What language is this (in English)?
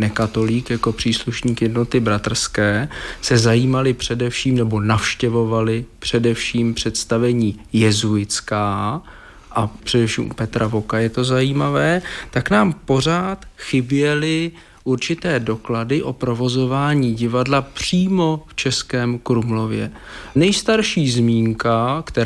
Czech